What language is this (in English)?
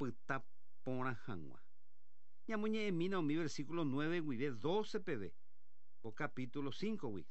Guarani